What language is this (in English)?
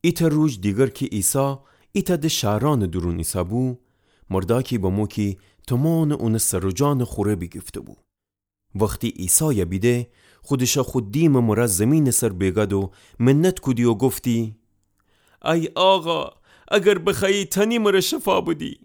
Gilaki